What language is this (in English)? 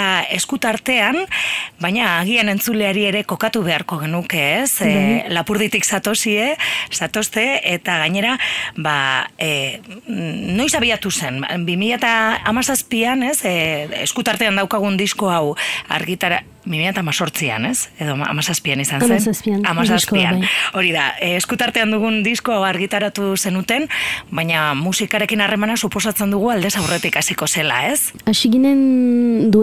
Basque